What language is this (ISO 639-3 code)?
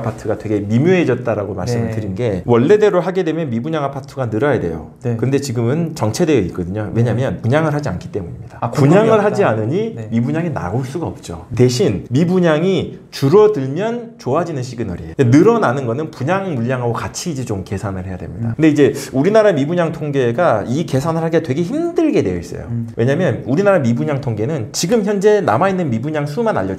kor